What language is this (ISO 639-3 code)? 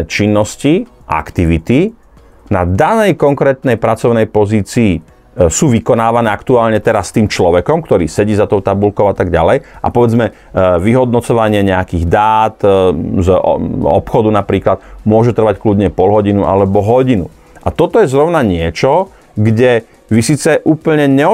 slk